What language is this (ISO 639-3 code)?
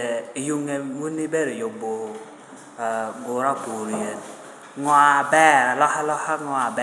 laj